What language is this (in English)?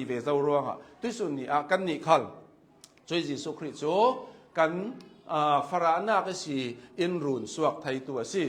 Hakha Chin